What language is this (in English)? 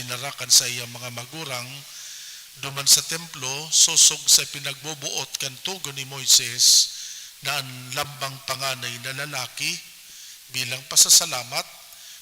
Bikol